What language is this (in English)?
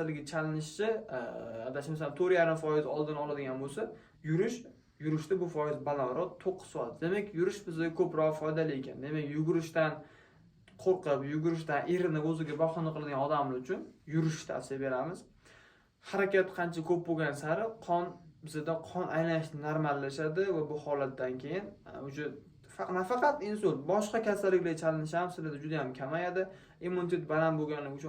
Uzbek